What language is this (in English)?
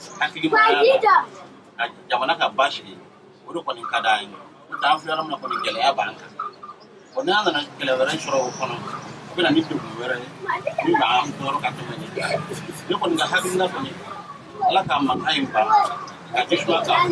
Bambara